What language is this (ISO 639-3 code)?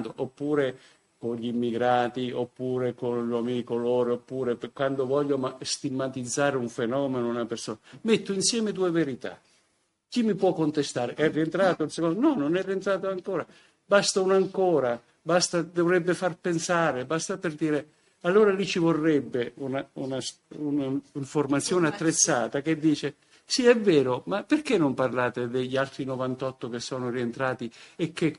ita